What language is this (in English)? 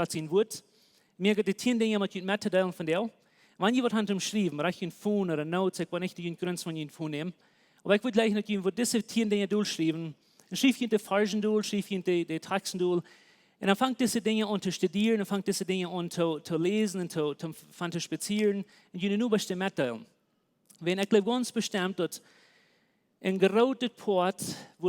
Plautdietsch